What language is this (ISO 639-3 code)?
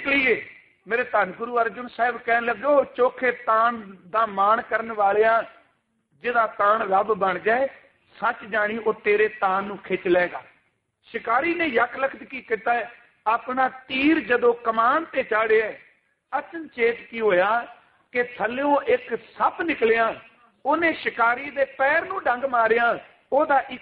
pan